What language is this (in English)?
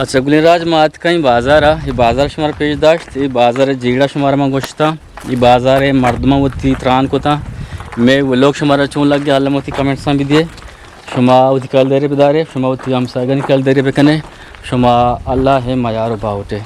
Eastern Balochi